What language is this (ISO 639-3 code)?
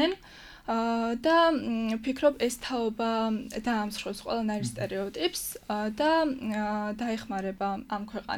kat